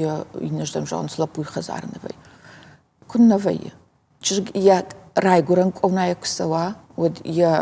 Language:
Ossetic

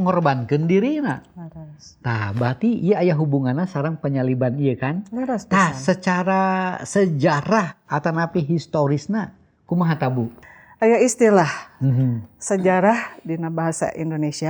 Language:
Sundanese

